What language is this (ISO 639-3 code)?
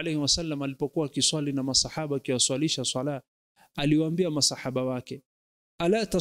swa